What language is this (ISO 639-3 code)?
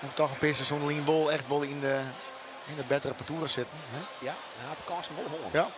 fry